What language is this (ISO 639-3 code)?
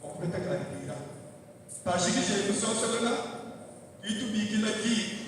lua